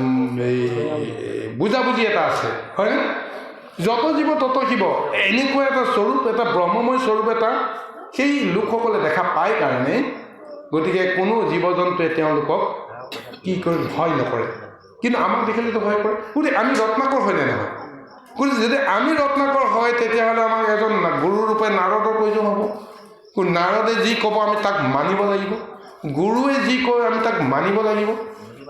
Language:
Assamese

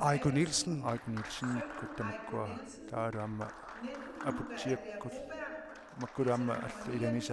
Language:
Kalaallisut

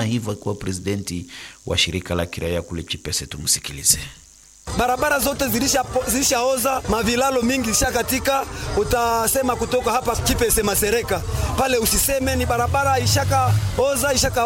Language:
Swahili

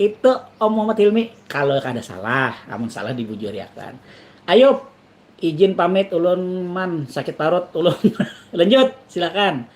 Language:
Banjar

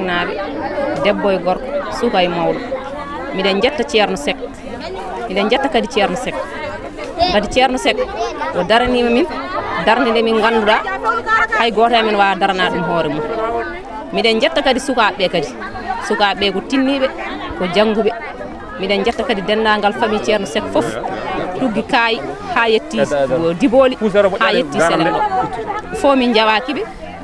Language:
Fula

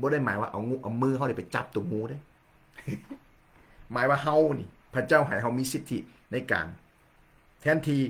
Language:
Lao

